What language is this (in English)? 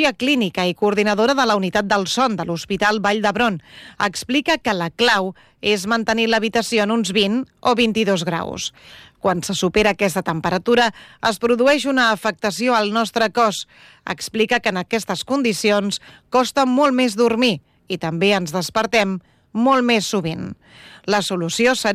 Catalan